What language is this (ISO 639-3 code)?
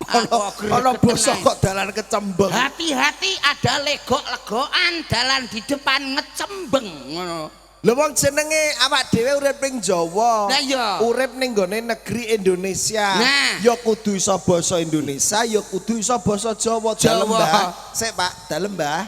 jav